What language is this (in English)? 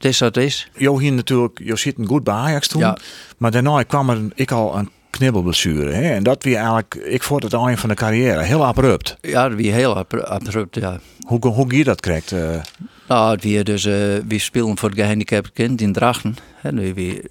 Western Frisian